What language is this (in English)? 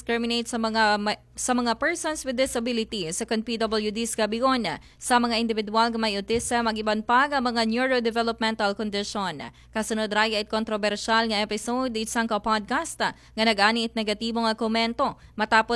Aklanon